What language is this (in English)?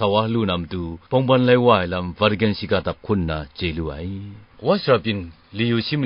Kachin